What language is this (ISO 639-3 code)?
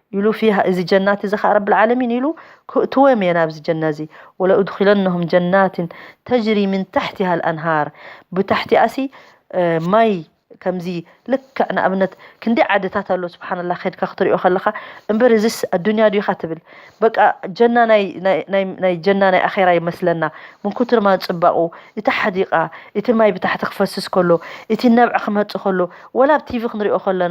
tir